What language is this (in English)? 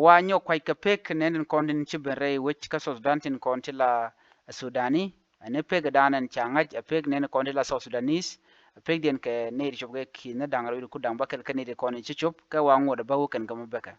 Nuer